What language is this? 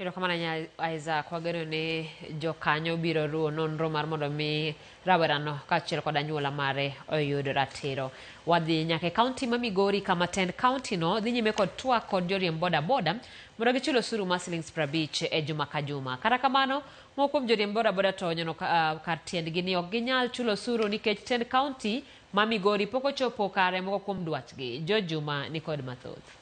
Luo (Kenya and Tanzania)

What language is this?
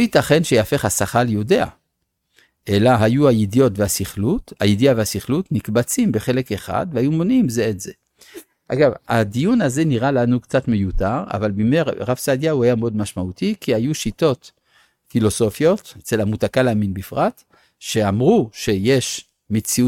Hebrew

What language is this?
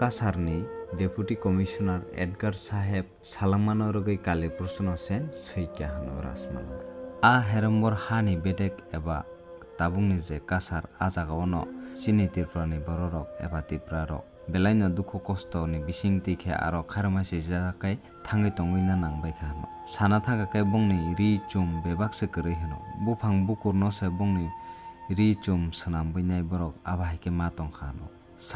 Kok Borok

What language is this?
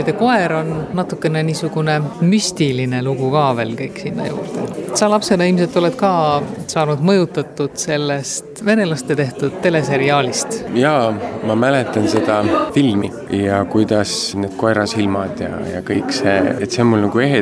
Estonian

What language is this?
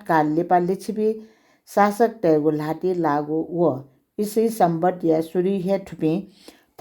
Newari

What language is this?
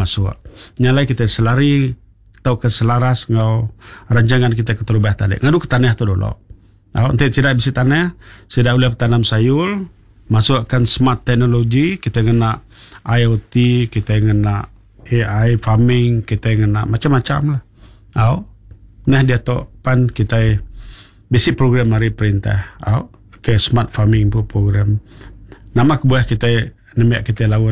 Iban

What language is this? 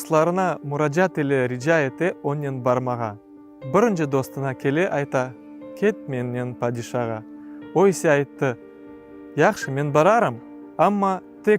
Crimean Tatar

